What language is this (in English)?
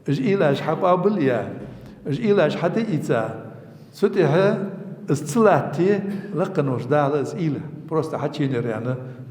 Ingush